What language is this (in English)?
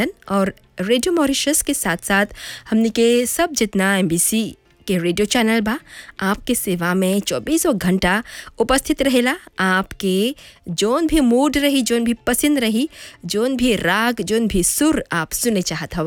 Bhojpuri